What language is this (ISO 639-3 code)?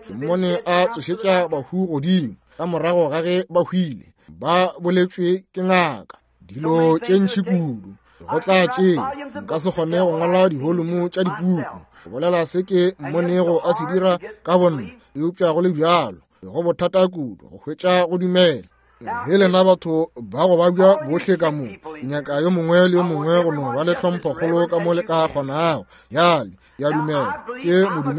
nso